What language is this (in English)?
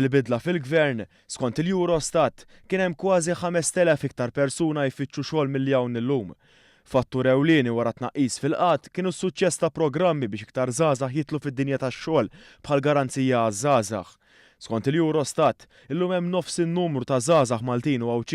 Maltese